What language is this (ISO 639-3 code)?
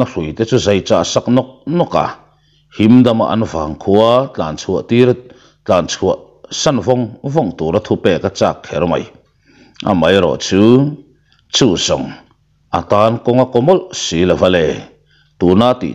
lus